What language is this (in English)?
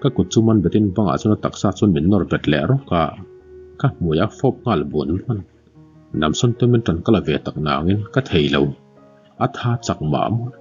Mizo